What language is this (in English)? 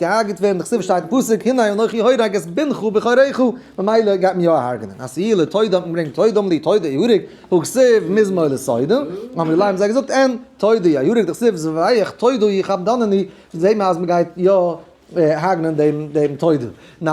Yiddish